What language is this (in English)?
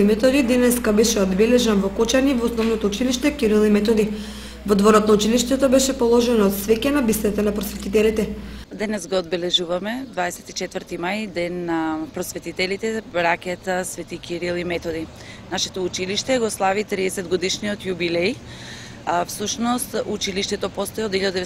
Macedonian